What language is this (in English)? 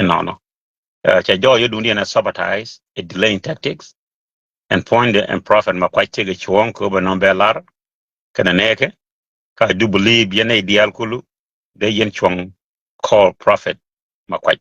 Nuer